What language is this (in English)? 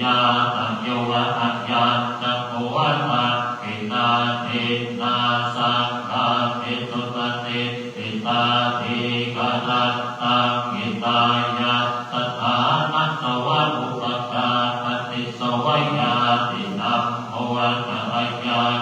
Pali